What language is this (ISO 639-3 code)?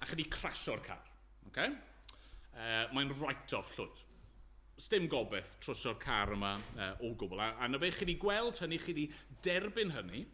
cym